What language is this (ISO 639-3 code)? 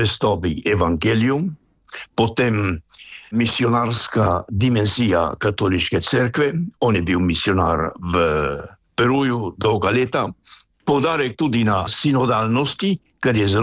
slv